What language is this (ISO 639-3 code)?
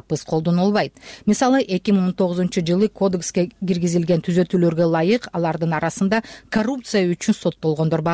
kir